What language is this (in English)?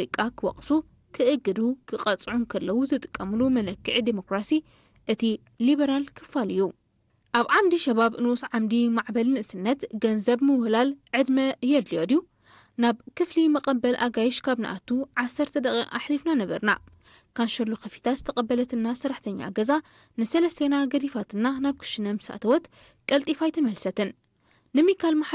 Tigrinya